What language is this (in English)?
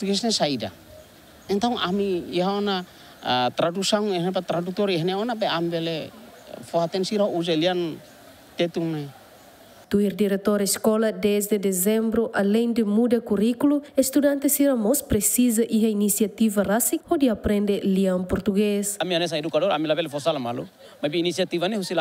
Tetum